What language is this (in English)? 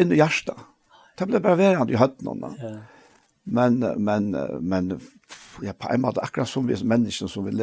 Faroese